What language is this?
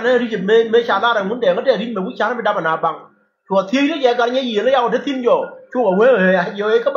Nuer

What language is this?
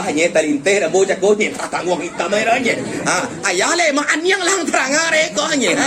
Minangkabau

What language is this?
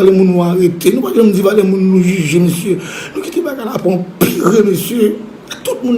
Haitian Creole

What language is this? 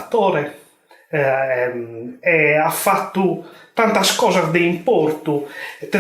Sardinian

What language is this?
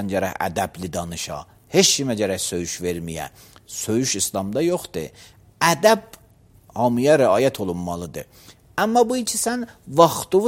Azerbaijani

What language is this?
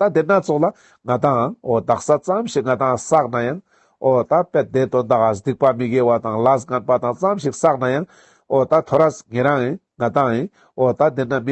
Ladakhi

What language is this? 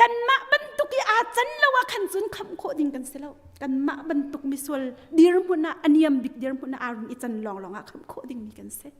Hakha Chin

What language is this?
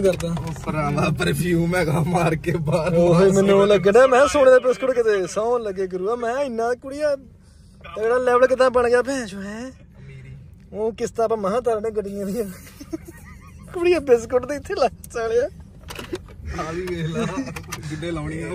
Punjabi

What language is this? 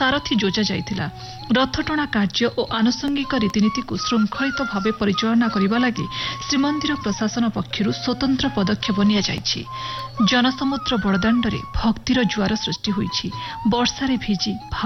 Odia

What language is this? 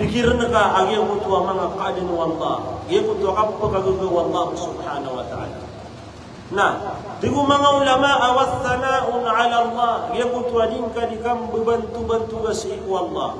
Maranao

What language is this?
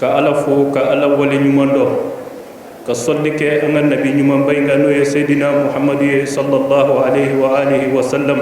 Bambara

